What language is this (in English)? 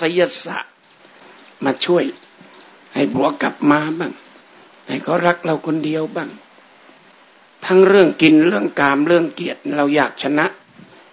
Thai